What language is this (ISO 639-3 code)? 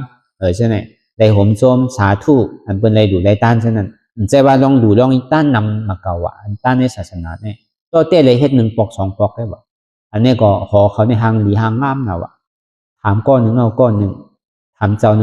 shn